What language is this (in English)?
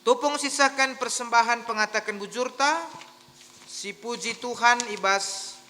Batak Karo